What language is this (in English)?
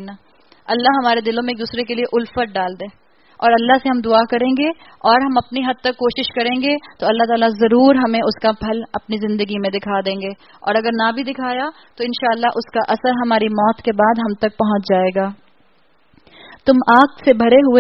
Urdu